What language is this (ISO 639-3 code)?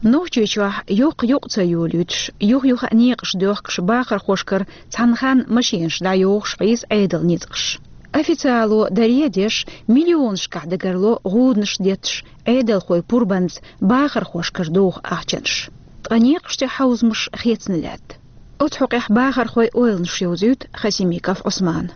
che